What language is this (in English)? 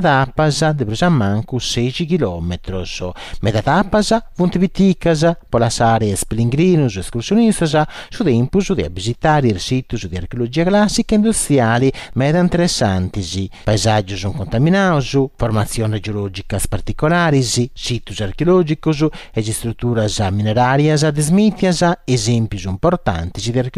Sardinian